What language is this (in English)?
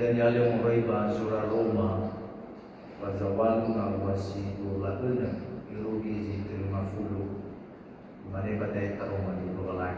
Nias